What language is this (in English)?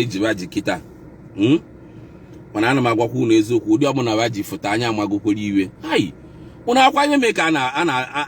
Igbo